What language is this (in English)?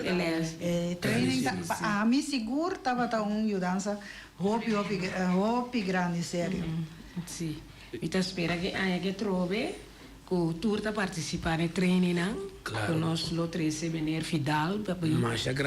Papiamento